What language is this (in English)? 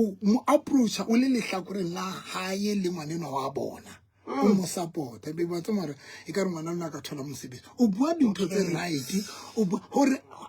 Southern Sotho